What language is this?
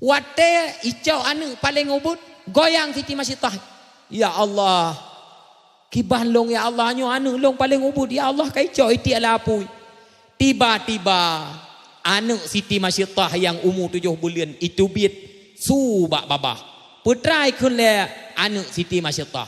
Achinese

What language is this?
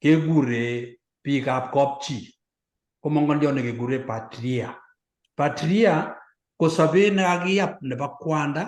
Kalenjin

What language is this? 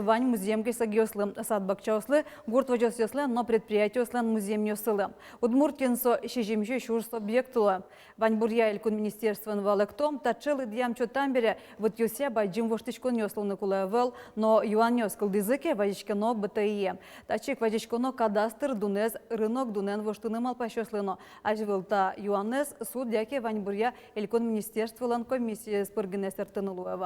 Udmurt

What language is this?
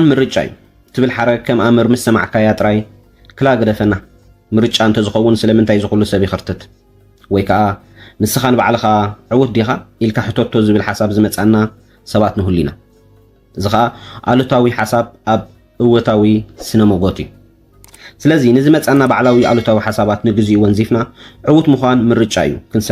Tigrinya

